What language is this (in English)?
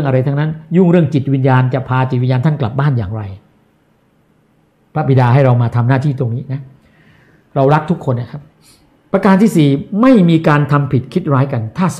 Thai